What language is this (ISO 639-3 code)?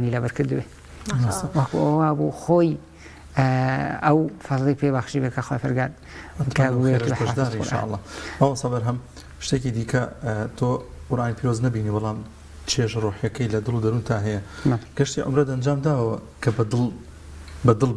ckb